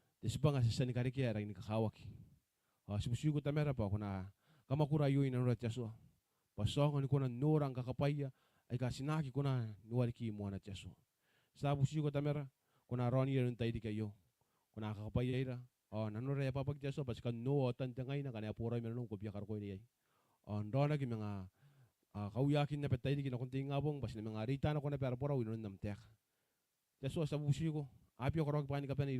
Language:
Gilbertese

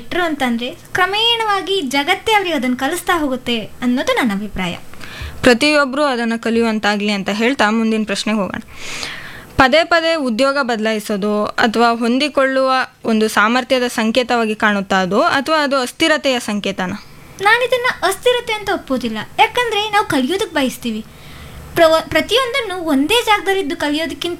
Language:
Kannada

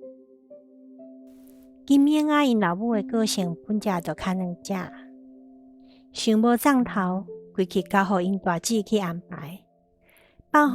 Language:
Min Nan Chinese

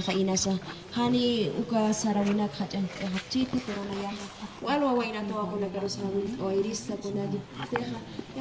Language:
Aymara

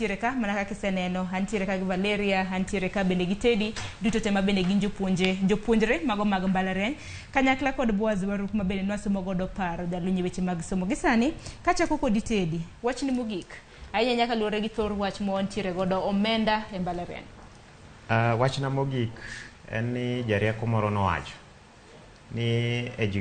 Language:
Luo (Kenya and Tanzania)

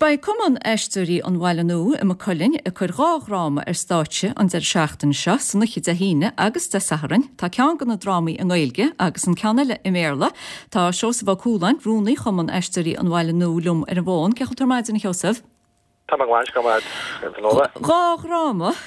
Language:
Irish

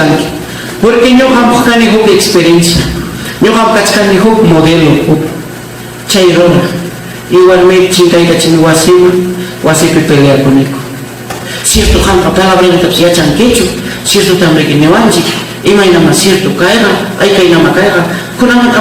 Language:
Ayacucho Quechua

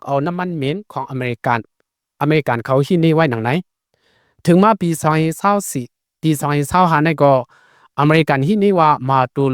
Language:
Shan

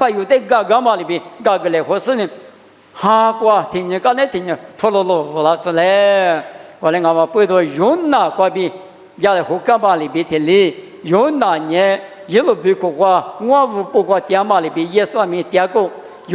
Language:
Lisu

